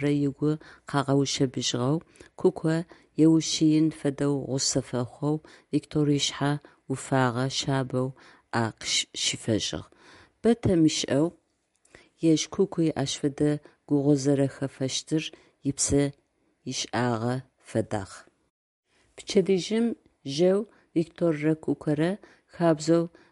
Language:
Adyghe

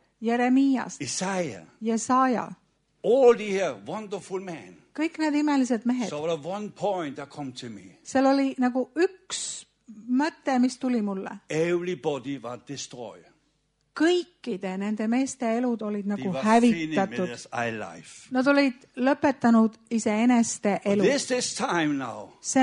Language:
Estonian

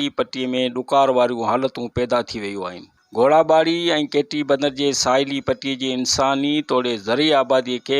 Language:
Sindhi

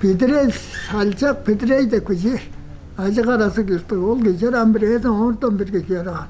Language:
Tuvinian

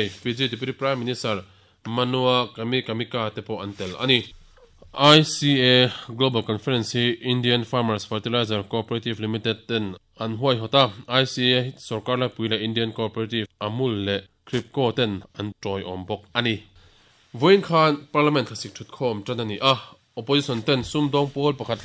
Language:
Mizo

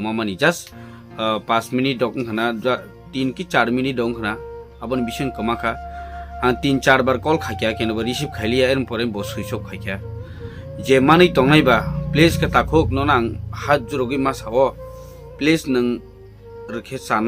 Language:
Kok Borok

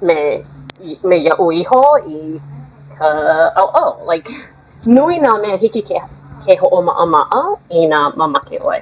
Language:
Hawaiian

